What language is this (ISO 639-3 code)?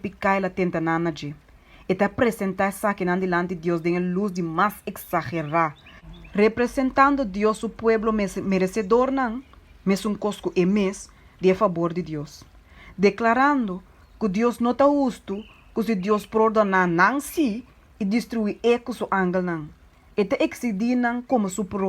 pap